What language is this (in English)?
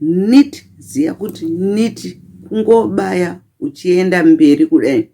Shona